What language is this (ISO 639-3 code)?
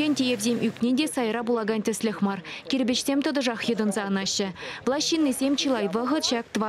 chv